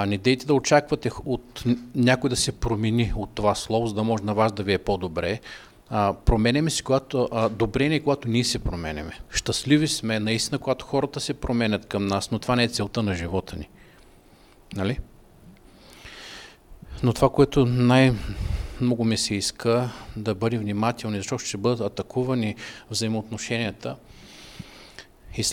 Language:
Bulgarian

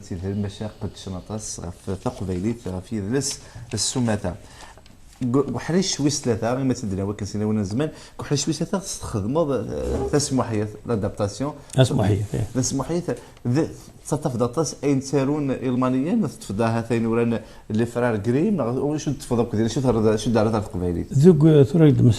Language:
Kabyle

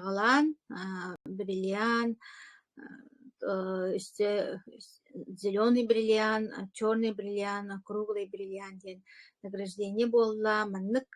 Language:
Yakut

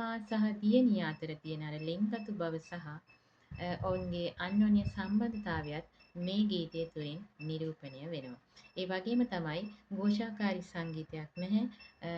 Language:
Sinhala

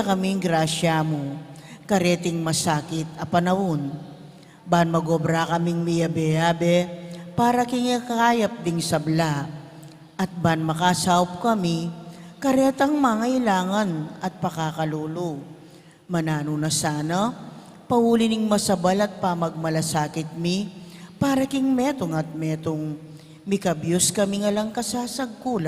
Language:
Pampanga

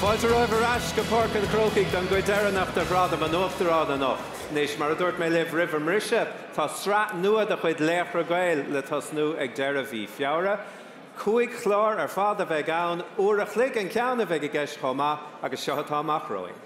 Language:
Irish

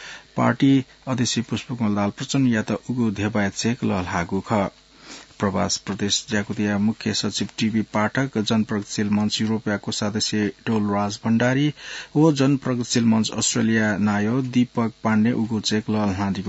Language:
Newari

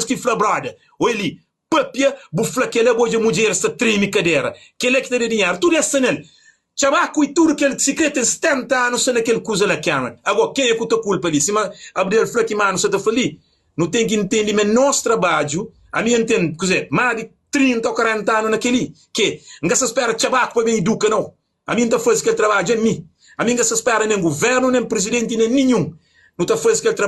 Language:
Kabuverdianu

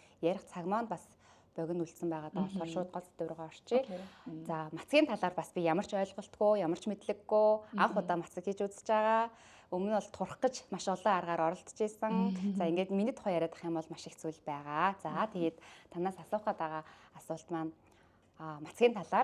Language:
Mongolian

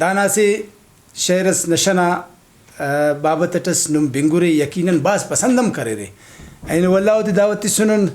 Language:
Brahui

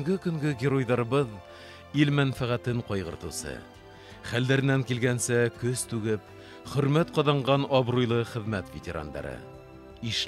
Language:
Bashkir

